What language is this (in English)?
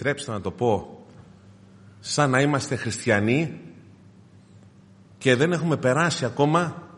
Greek